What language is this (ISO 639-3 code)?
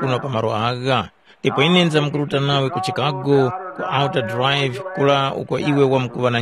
tum